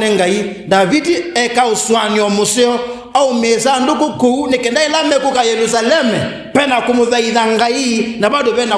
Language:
Kamba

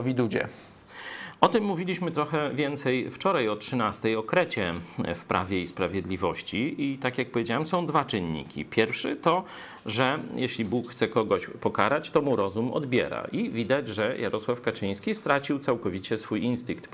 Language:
Polish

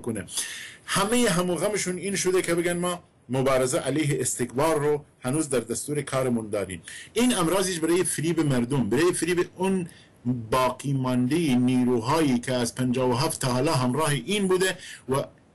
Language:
Persian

